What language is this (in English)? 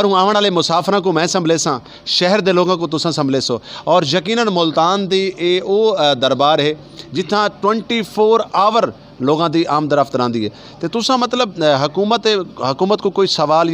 Saraiki